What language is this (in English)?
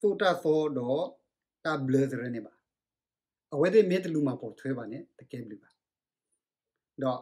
S'gaw Karen